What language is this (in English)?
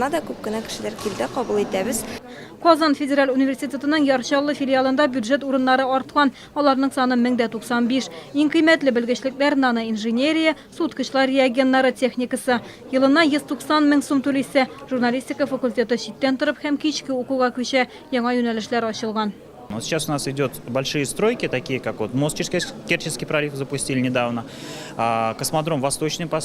Tatar